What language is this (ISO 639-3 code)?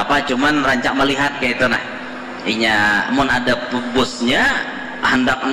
bjn